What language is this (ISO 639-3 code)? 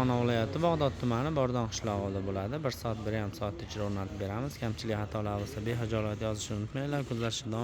uzb